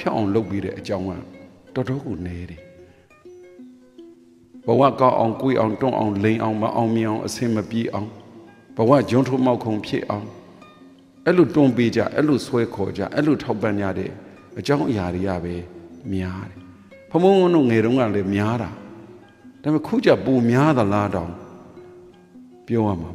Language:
Burmese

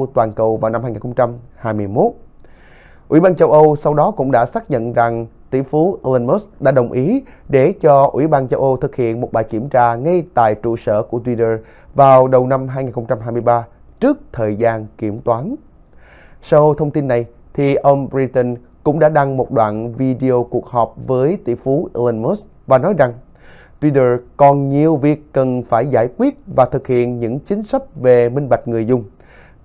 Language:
Vietnamese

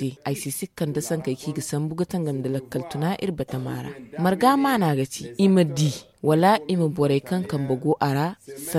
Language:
Zarma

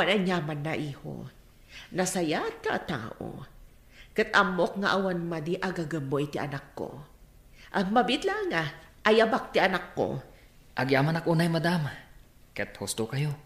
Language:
Iloko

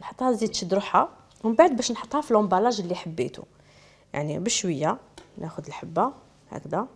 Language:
Algerian Arabic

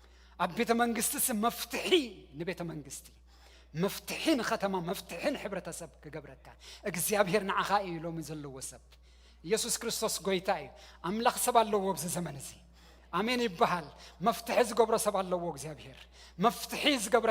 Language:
Tigrinya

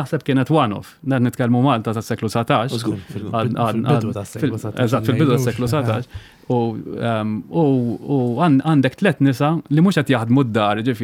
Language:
Maltese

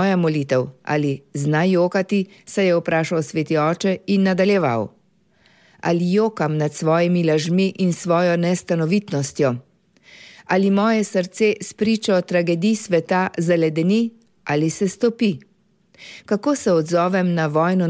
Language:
Slovenian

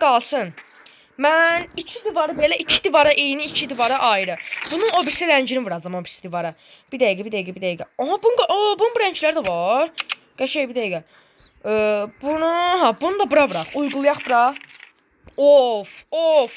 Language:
Azerbaijani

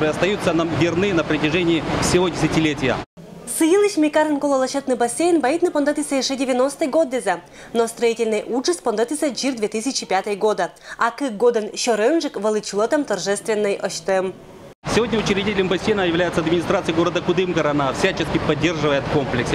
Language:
Komi-Permyak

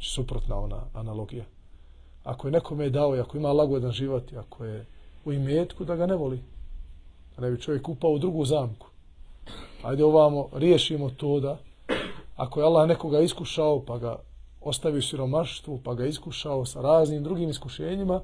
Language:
Bosnian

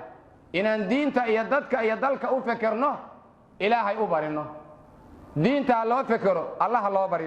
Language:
Somali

